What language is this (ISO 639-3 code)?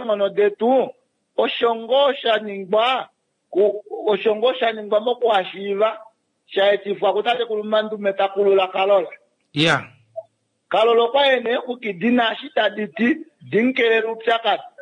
kua